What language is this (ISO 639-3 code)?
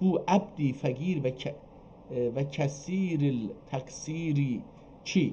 azb